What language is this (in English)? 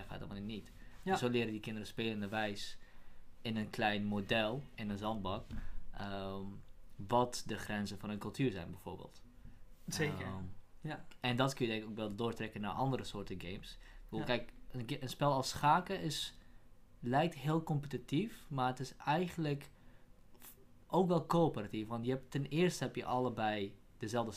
Dutch